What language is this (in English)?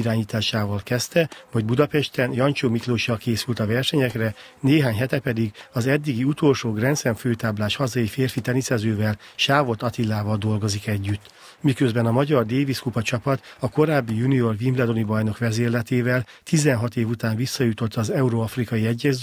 Hungarian